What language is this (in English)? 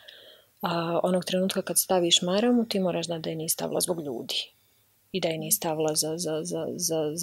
Bosnian